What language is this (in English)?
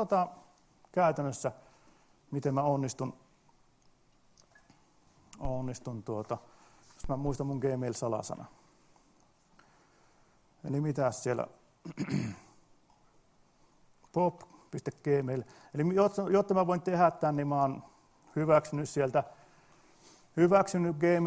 Finnish